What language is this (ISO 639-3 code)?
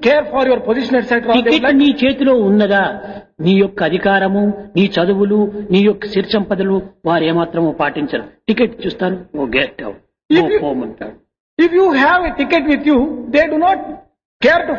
tel